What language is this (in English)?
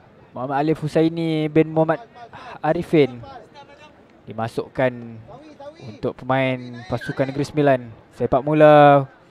Malay